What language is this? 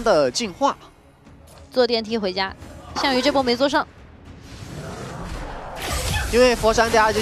Chinese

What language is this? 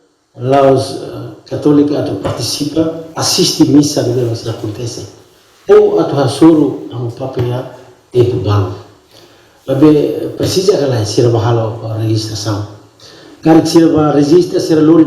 Tetum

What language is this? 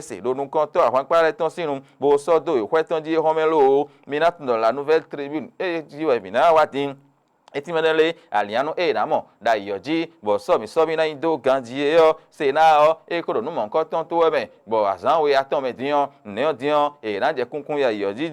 Fon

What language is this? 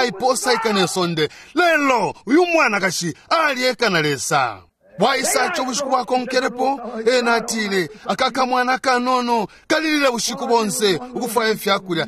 Bemba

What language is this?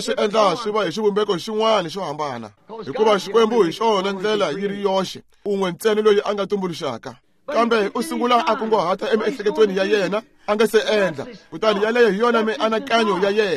Tsonga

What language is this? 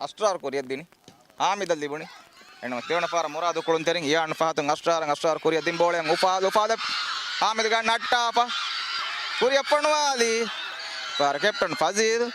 Divehi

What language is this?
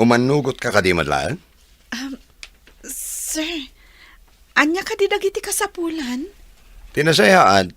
Iloko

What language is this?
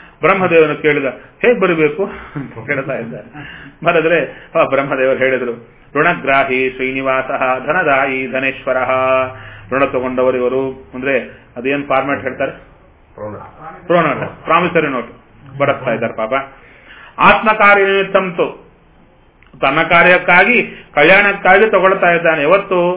Kannada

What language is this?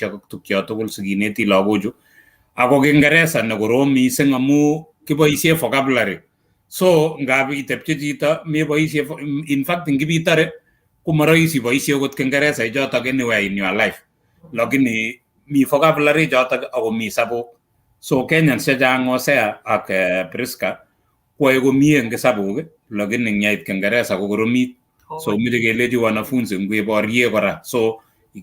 Kalenjin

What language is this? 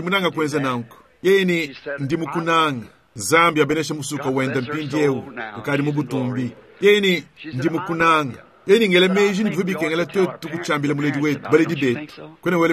Luba-Lulua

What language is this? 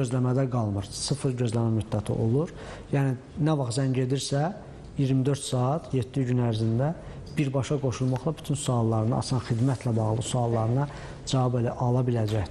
Azerbaijani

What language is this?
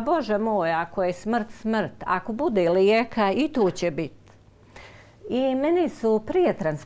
Bosnian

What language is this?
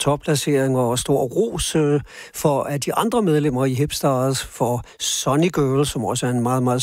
Danish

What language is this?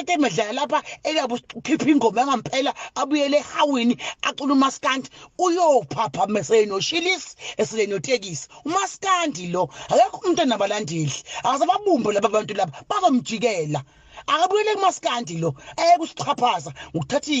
Zulu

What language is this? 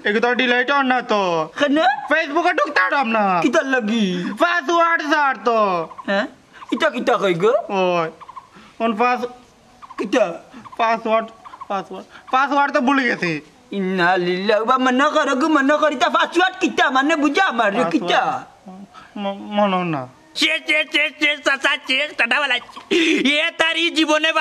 Sylheti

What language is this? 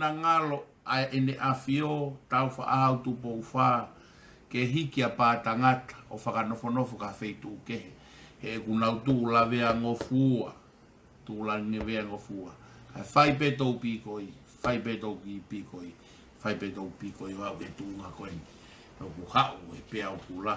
Tongan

